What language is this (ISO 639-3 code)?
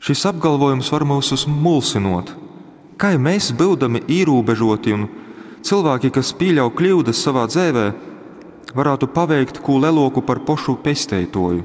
ltg